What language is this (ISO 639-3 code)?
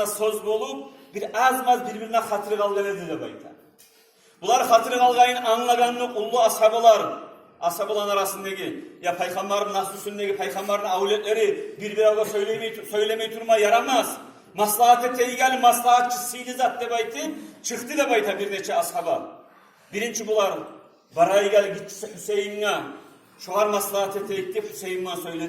kum